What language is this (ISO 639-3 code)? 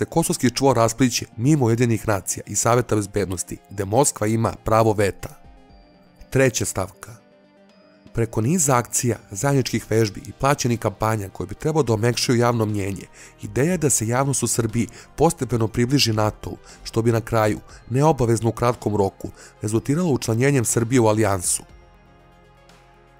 srp